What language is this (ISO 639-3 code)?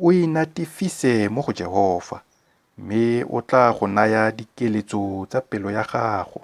tsn